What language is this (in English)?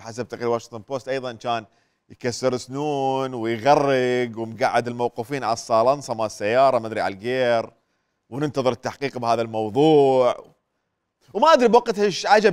Mesopotamian Arabic